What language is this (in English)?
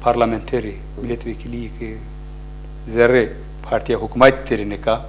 Zaza